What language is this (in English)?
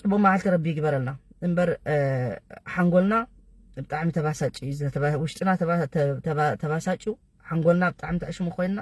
Tigrinya